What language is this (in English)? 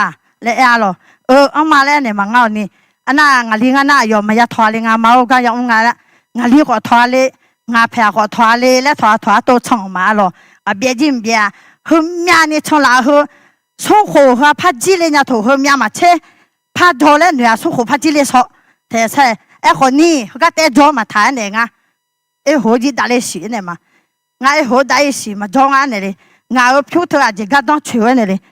Akha